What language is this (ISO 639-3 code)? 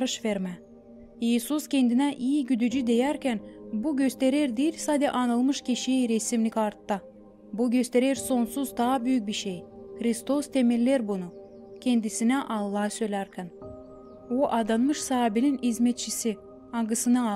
gag